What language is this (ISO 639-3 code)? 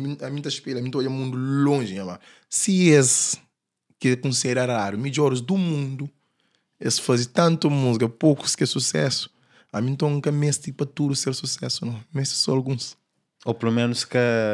kea